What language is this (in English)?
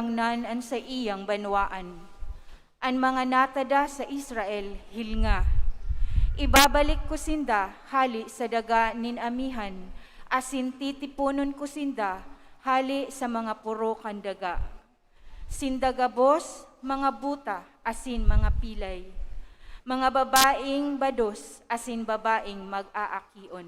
Bikol